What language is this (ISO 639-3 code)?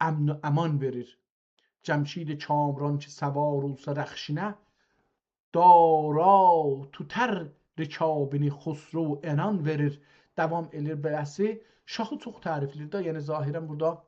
azb